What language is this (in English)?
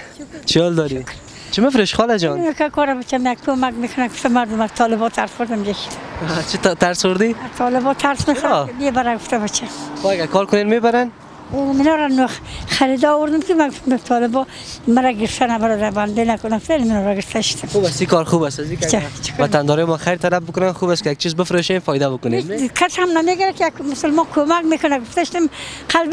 Persian